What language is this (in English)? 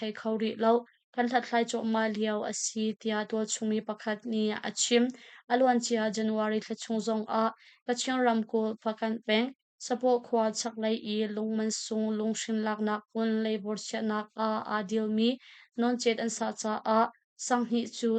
Hakha Chin